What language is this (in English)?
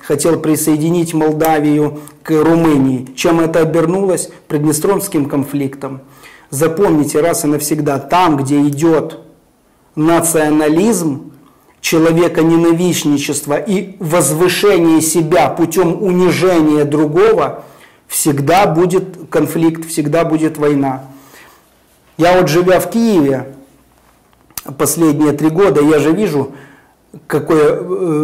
Russian